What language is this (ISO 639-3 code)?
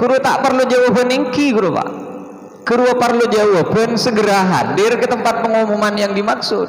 mad